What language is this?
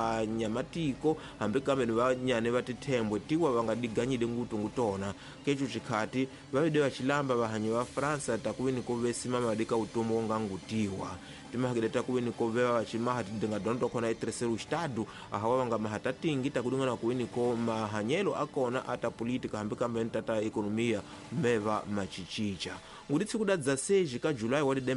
Tsonga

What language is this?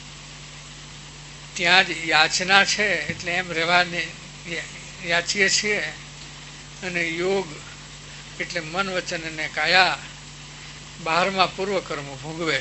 Gujarati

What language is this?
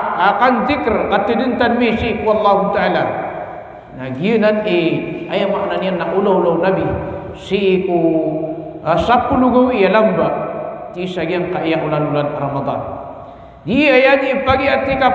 Maranao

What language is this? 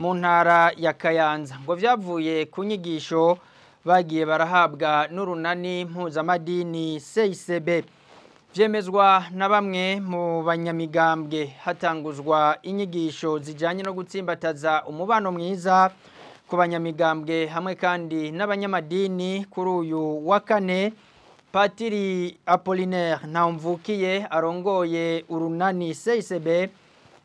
Rundi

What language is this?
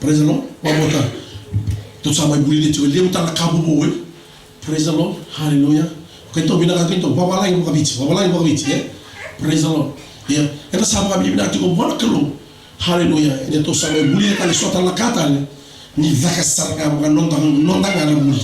Fijian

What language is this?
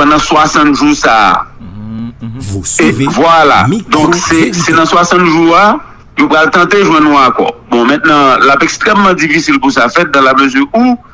Haitian Creole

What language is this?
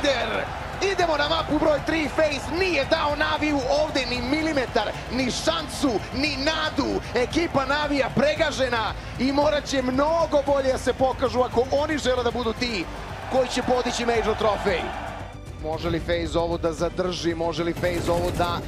Serbian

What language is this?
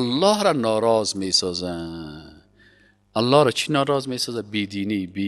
Persian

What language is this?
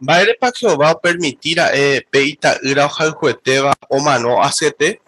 Guarani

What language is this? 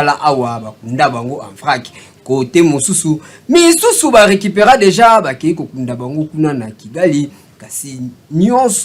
Lingala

